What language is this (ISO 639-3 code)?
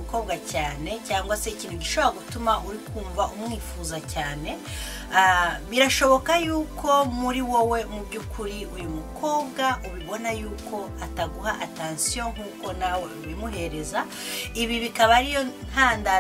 kin